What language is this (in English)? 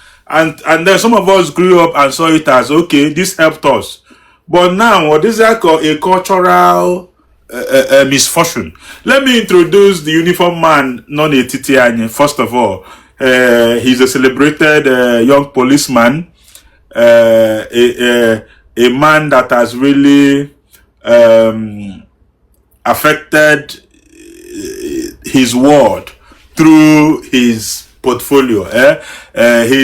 Igbo